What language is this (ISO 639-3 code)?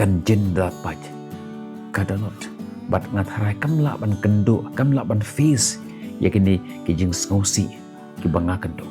kha